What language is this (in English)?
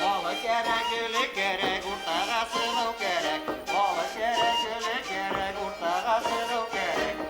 Bashkir